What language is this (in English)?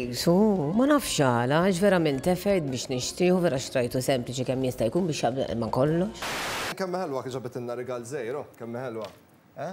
Maltese